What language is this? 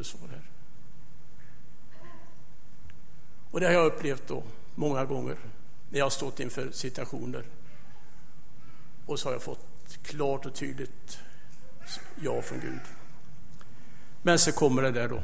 Swedish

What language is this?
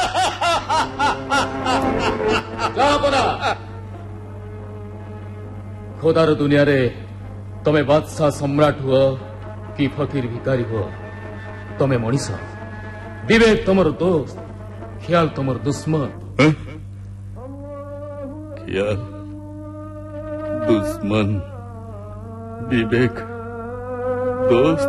Odia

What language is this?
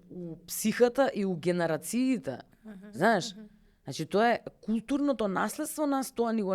Macedonian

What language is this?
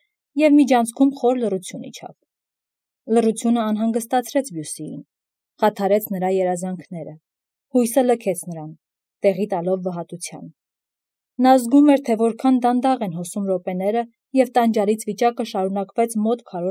Armenian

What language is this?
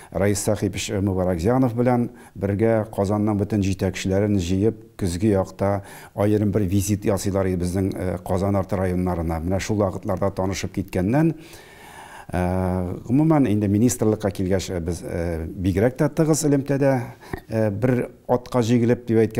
Tatar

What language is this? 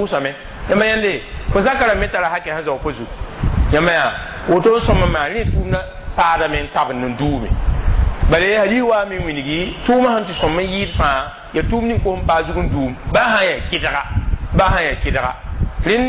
Mossi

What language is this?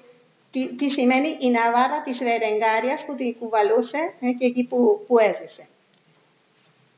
Greek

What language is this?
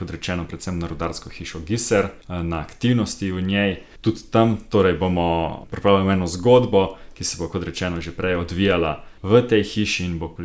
Slovenian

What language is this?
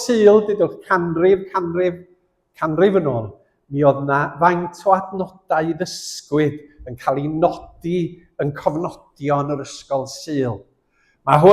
Welsh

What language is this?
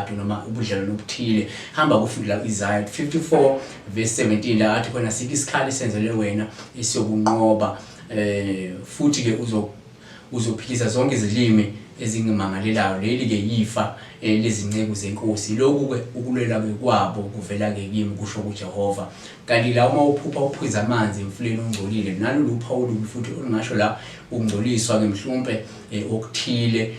Zulu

